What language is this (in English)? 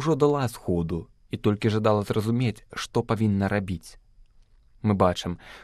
Belarusian